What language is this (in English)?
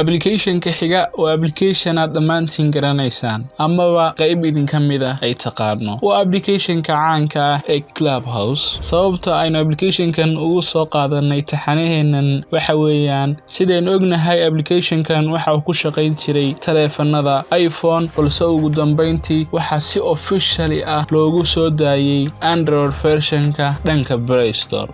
Somali